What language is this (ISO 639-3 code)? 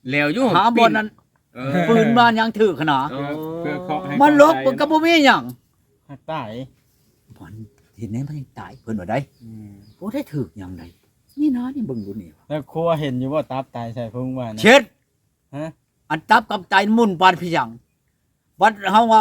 tts